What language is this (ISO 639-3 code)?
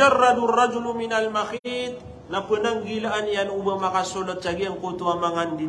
mrw